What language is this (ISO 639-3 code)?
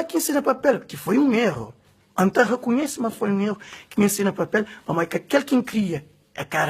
kea